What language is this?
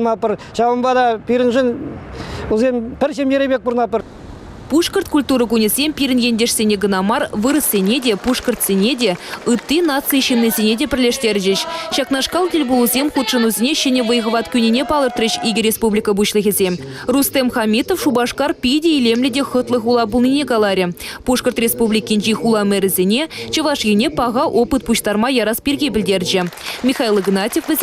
Chuvash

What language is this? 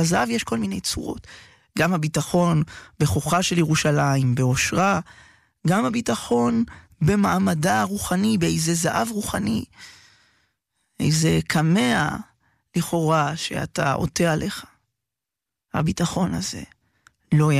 Hebrew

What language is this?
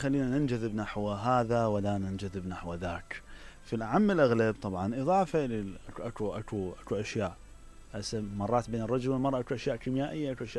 Mesopotamian Arabic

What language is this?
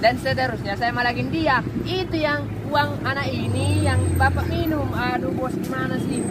Makassar Malay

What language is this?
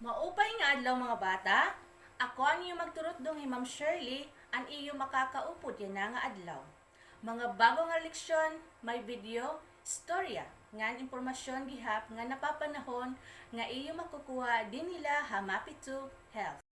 Waray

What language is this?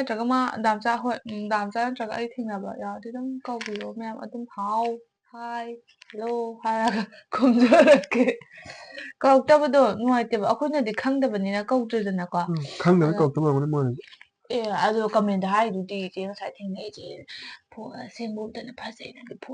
Manipuri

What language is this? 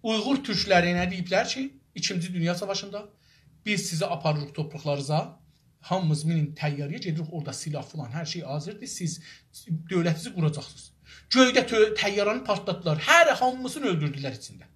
South Azerbaijani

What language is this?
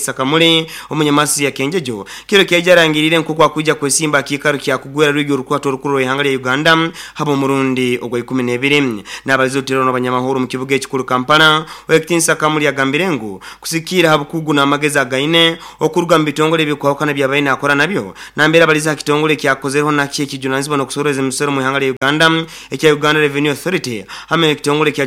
Nyoro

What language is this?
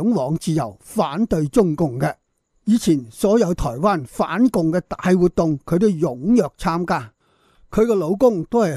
Cantonese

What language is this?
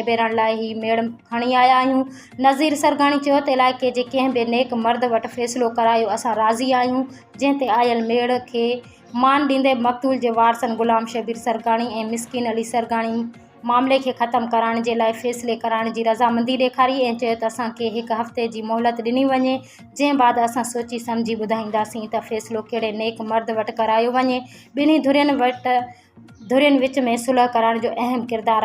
Sindhi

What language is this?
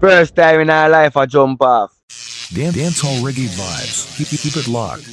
Jamaican Creole English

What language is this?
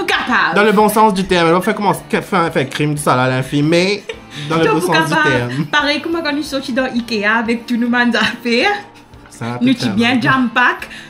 Morisyen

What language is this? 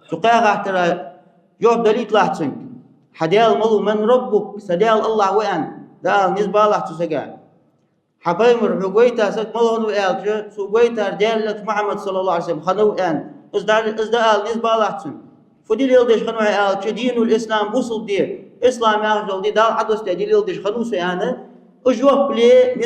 Ingush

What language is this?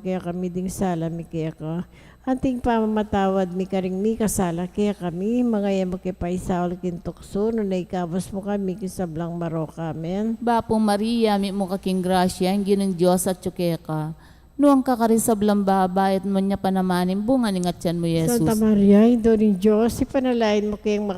Pampanga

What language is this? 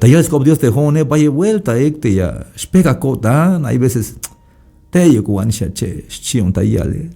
Tzeltal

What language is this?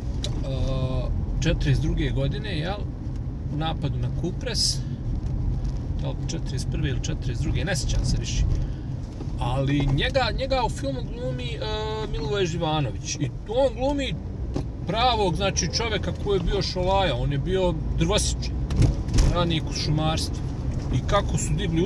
Bosnian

